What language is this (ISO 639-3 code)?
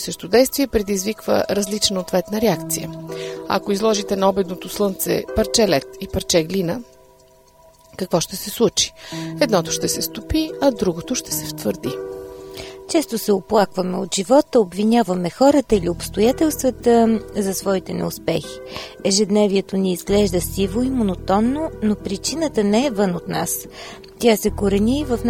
bul